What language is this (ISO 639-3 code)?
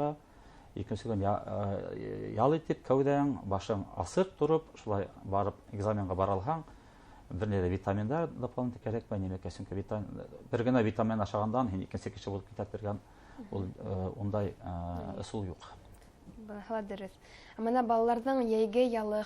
bak